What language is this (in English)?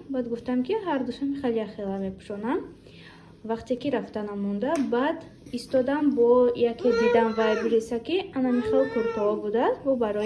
Tajik